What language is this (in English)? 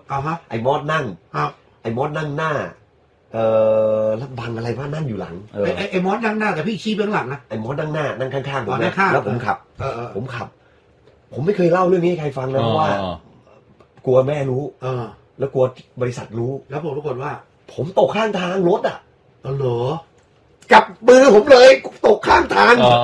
Thai